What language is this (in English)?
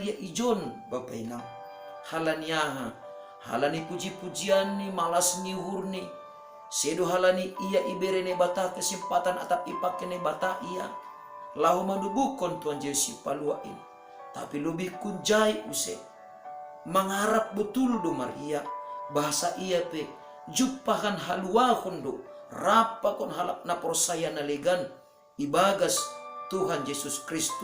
Batak Simalungun